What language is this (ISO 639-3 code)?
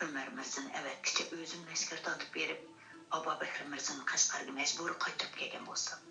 uig